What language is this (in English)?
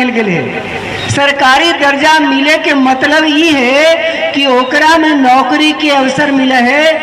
Magahi